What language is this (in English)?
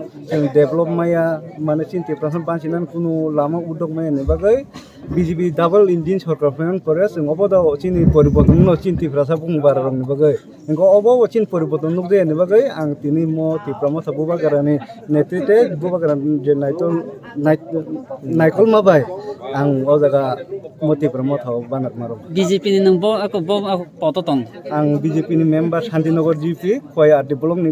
Kok Borok